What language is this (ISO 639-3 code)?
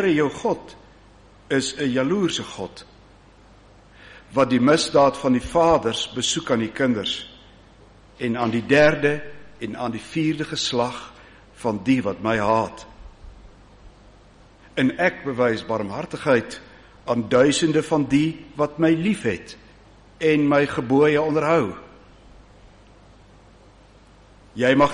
afr